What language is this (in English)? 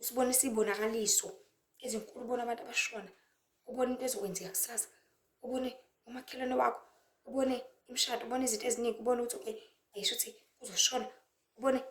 Zulu